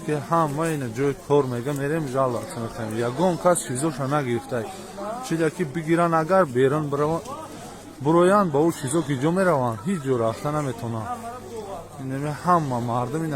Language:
Tajik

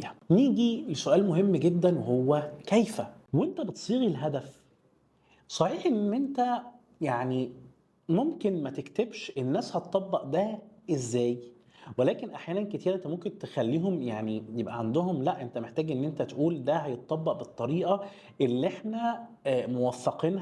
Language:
Egyptian Arabic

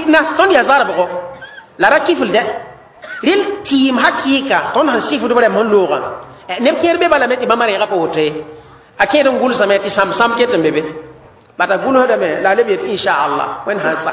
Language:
Mossi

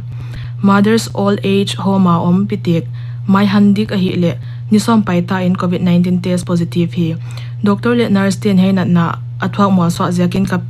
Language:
Paite Chin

